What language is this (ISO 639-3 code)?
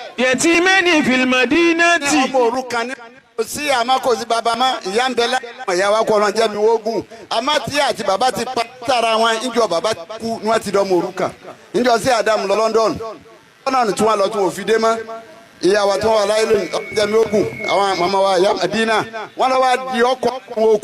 yor